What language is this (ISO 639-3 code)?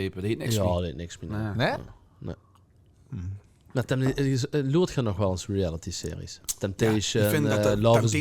lim